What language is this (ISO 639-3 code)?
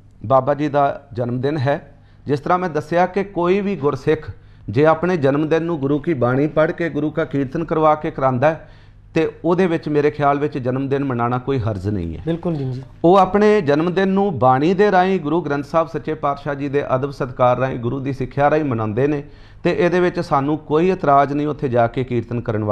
pan